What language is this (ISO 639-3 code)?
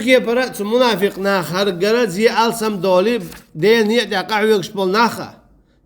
che